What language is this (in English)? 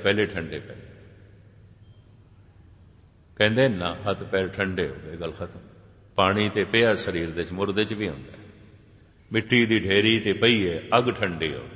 Punjabi